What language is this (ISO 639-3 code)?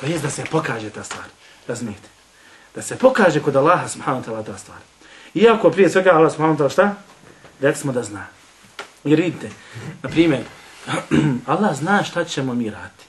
bos